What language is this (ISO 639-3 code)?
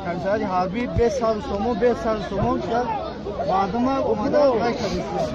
tgk